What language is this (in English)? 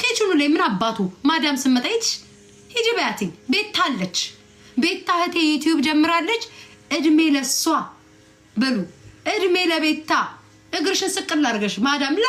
Amharic